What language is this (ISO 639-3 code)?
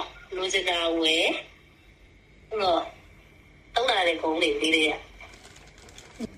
mya